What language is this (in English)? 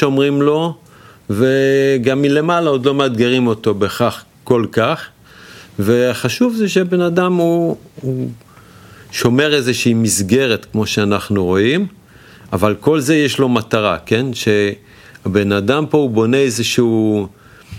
Hebrew